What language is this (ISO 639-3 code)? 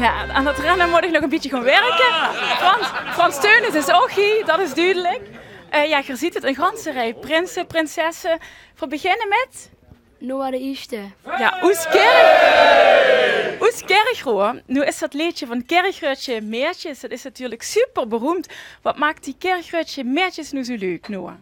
lim